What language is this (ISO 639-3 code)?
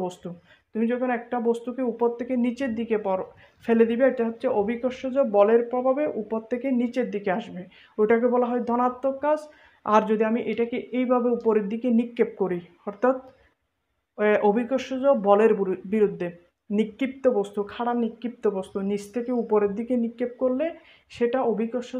ben